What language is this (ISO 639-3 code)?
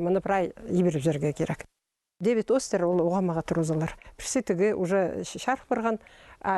kjh